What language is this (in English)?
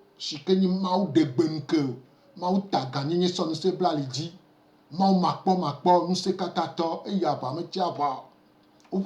Gen